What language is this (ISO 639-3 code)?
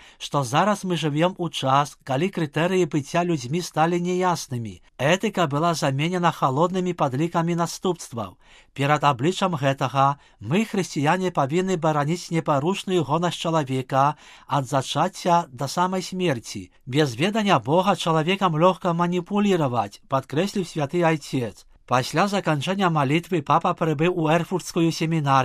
bel